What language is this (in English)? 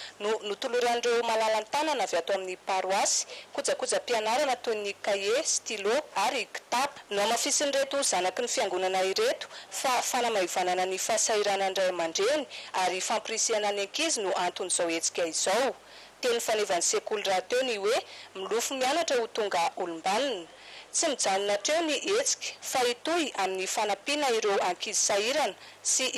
Malagasy